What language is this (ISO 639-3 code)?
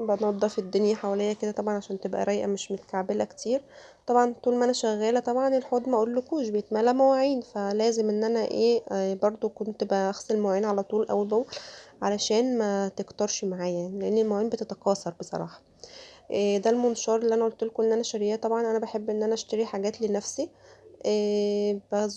arz